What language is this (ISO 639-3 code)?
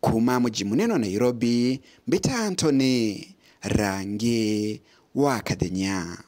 mer